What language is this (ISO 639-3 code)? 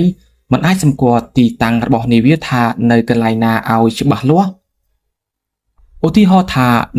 khm